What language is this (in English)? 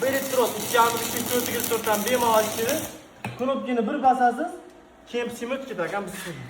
Uzbek